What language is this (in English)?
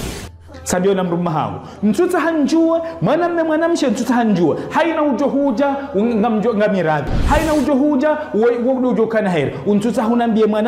Ngazidja Comorian